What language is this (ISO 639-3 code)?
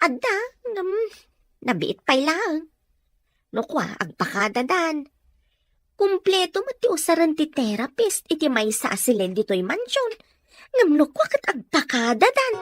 ilo